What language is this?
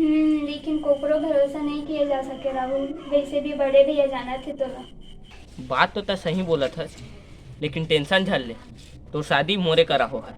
Chhattisgarhi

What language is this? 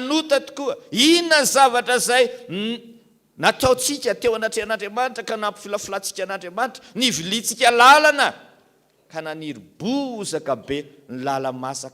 Malagasy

